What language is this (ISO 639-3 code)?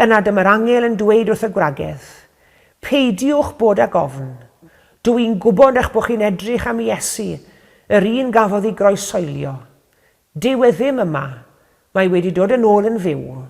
cym